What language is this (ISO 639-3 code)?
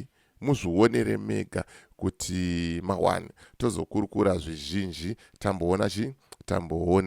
sna